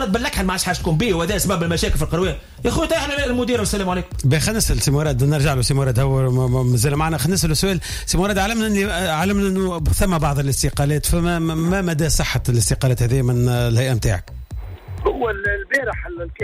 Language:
Tunisian Arabic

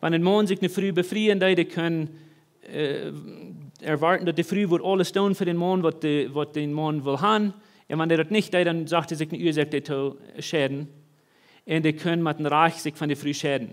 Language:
Plautdietsch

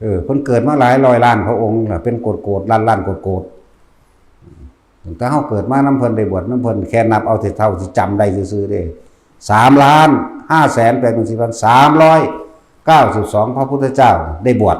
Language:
Northeastern Thai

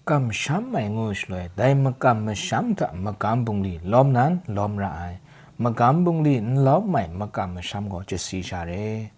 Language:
Kachin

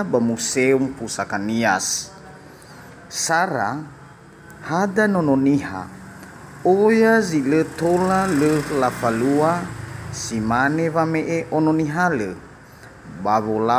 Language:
Nias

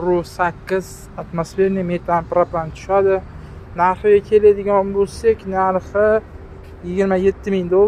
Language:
Uzbek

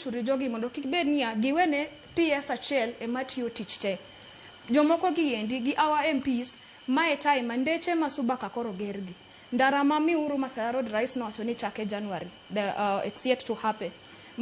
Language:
Luo (Kenya and Tanzania)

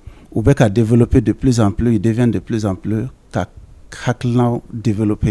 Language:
Bambara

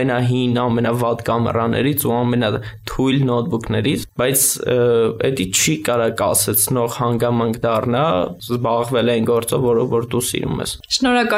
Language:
Armenian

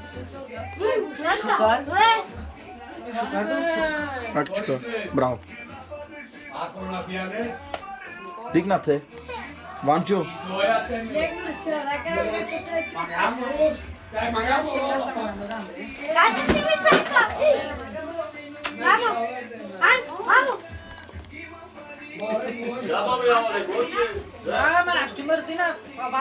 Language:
Bulgarian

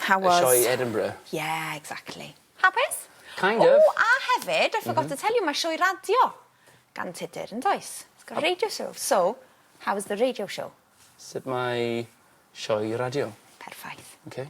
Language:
Welsh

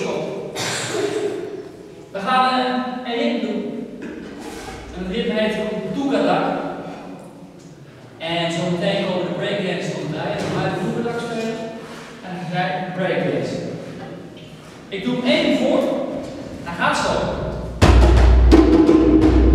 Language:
Dutch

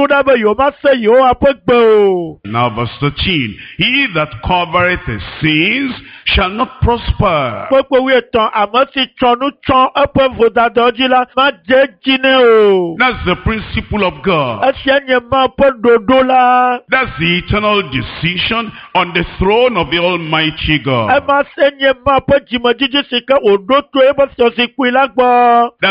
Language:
Ewe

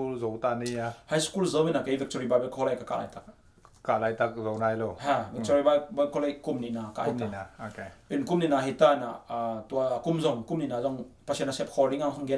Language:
Tedim Chin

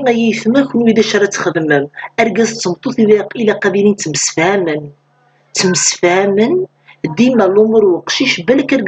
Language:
Kabyle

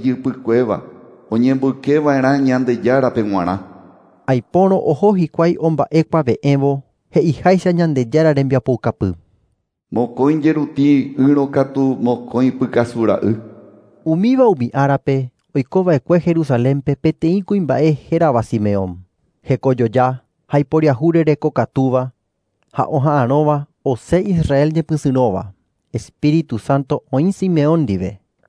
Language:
Guarani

